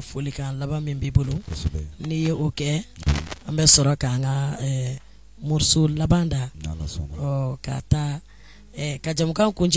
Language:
Bambara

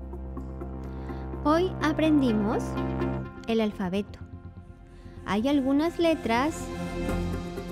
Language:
Spanish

